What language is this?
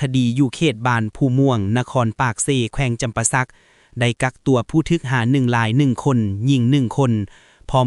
Lao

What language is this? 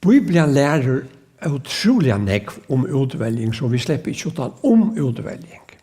Faroese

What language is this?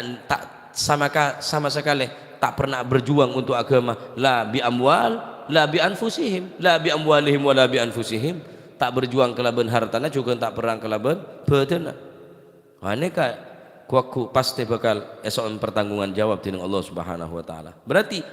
Madurese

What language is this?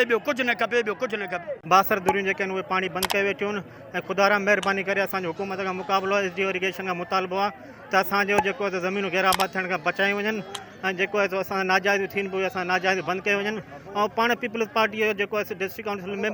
Sindhi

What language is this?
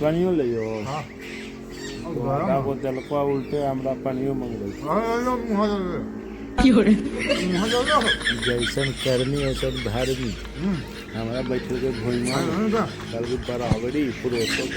Magahi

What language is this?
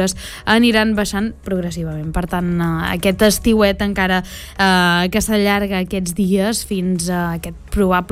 Catalan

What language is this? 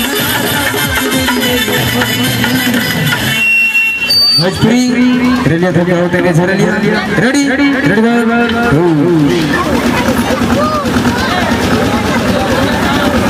Bhojpuri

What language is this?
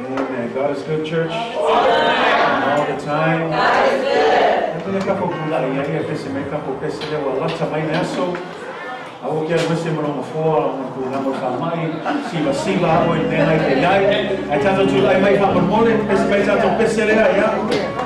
Samoan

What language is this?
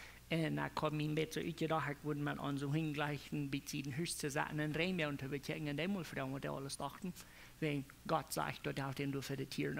Plautdietsch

